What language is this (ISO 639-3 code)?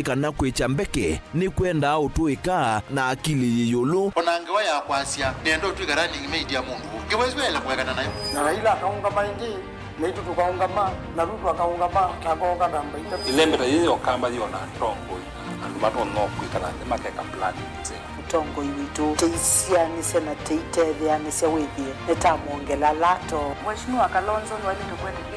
kam